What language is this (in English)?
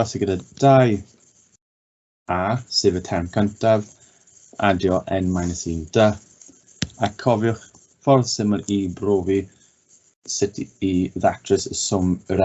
Welsh